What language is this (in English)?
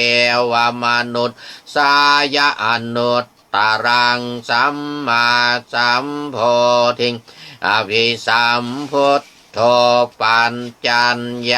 Pali